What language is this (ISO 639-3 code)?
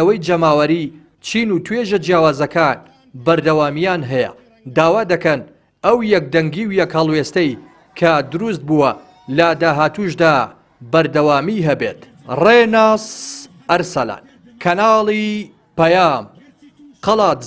ckb